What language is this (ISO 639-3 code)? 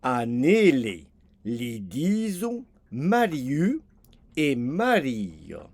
oci